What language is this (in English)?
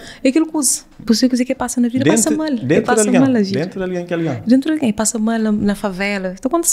Kabuverdianu